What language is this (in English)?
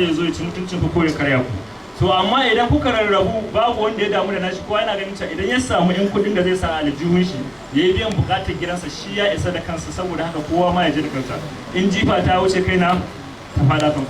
Hausa